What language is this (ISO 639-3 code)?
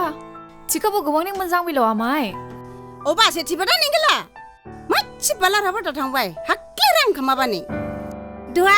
dis